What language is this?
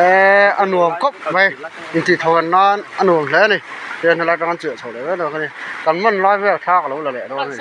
Mizo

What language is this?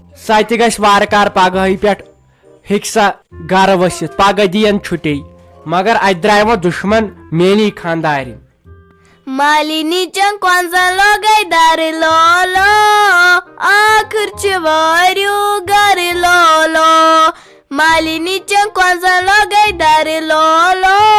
Kashmiri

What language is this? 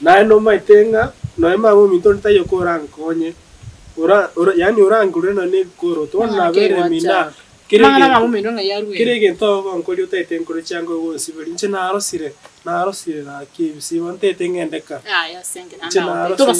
Gusii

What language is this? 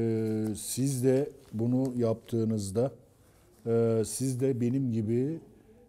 Turkish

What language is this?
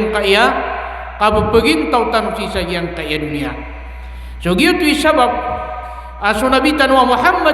Maranao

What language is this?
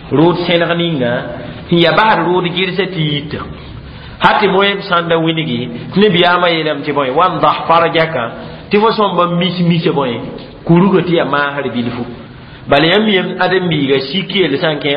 Mossi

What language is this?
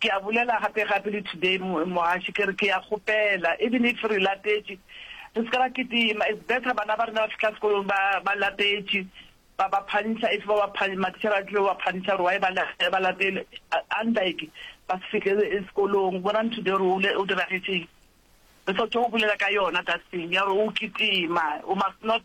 Northern Sotho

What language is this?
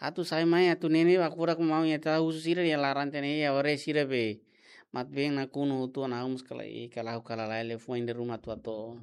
Tetum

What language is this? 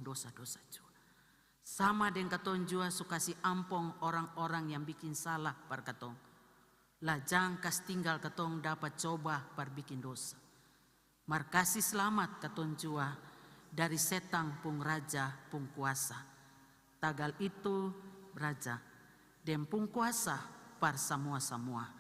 Ambonese Malay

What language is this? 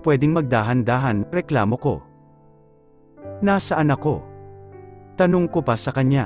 Filipino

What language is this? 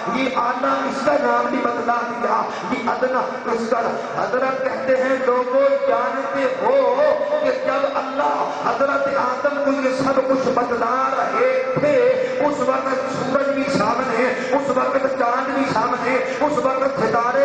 Urdu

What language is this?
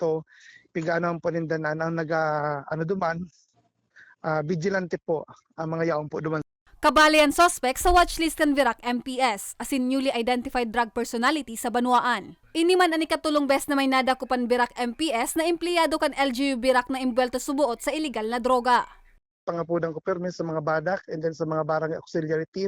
Bikol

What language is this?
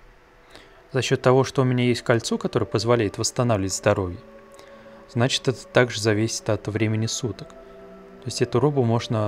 Russian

